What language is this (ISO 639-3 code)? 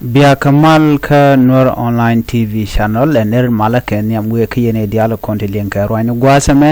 nus